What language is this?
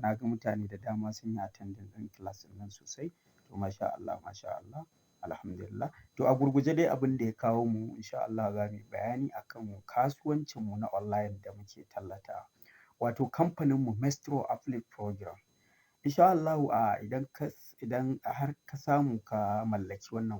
Hausa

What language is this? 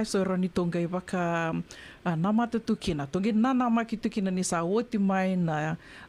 Fijian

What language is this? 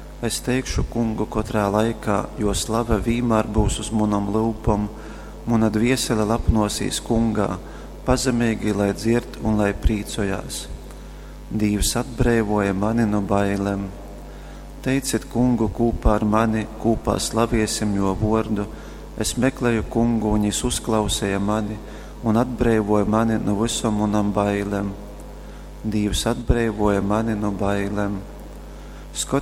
Latgalian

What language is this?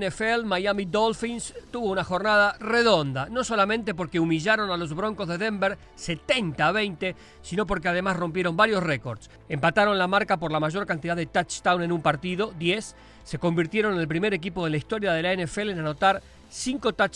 Spanish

